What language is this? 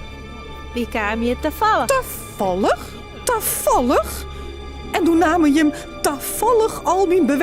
Western Frisian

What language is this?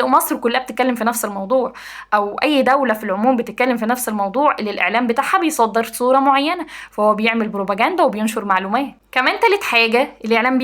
Egyptian Arabic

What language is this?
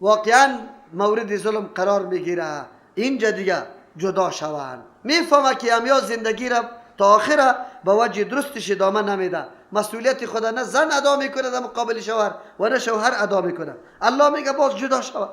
Persian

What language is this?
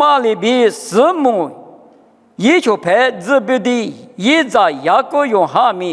Lisu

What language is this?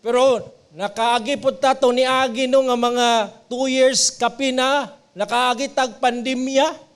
Cebuano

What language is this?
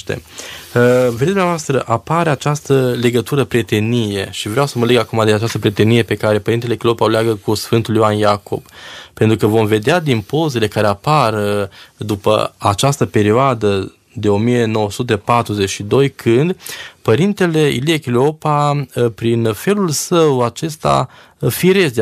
Romanian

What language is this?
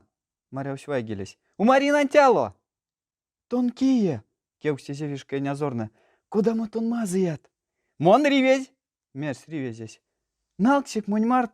Erzya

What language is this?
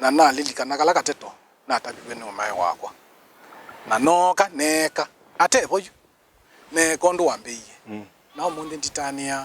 Kamba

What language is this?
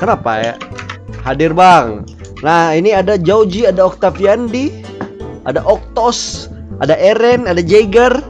Banjar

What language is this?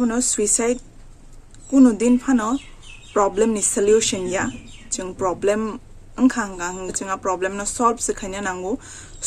Kok Borok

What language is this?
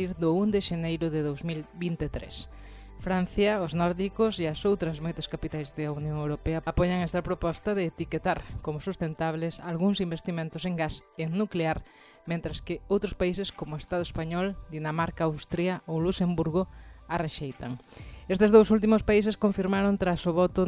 Galician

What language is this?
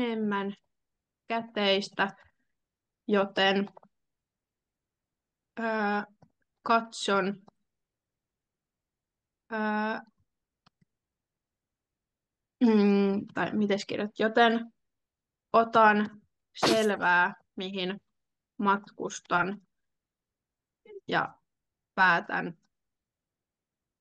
Finnish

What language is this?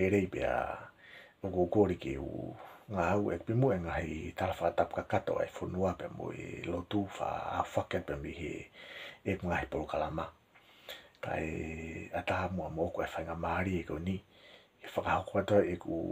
Tongan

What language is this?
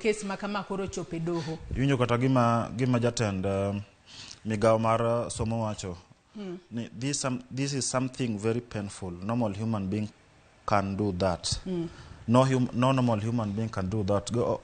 Luo (Kenya and Tanzania)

